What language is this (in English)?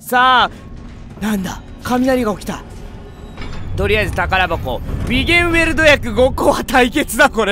Japanese